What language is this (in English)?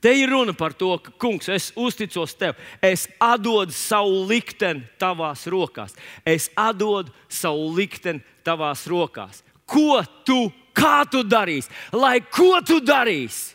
Latvian